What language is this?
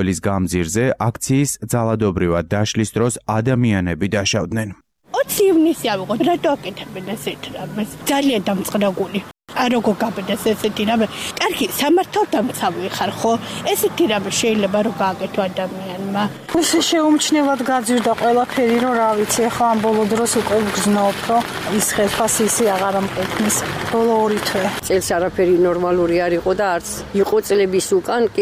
Georgian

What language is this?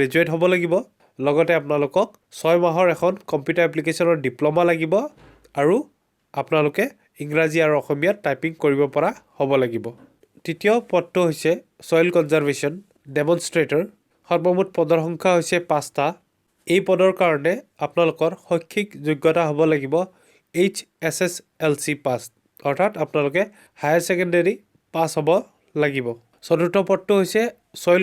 Assamese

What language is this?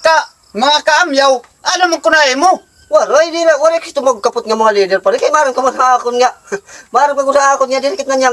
Waray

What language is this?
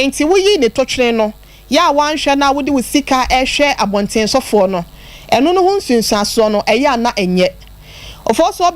Akan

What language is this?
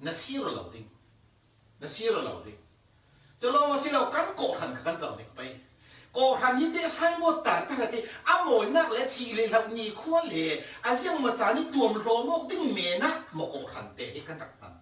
Falam Chin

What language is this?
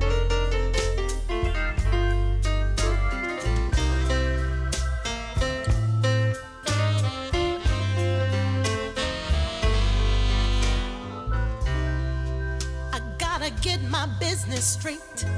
Icelandic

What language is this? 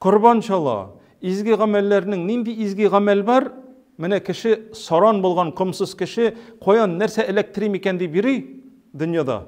Tatar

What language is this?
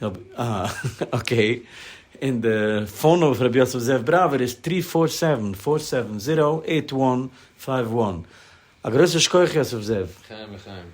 Yiddish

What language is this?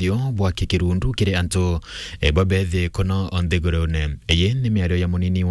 Meru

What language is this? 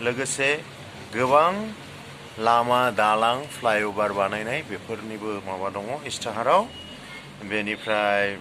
Bodo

